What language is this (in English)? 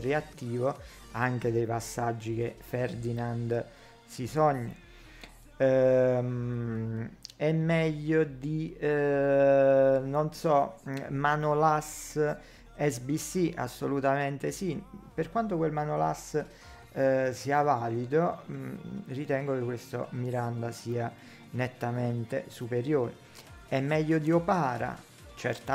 Italian